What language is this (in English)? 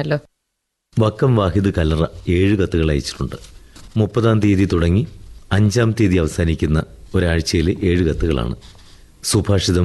Malayalam